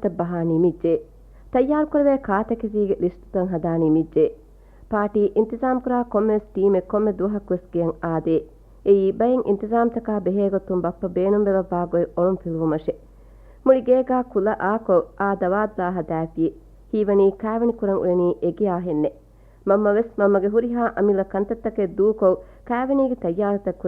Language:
Divehi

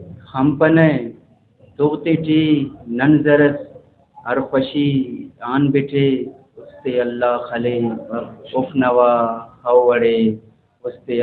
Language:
Brahui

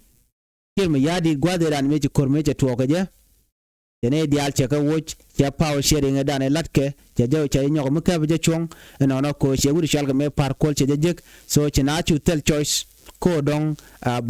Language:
Nuer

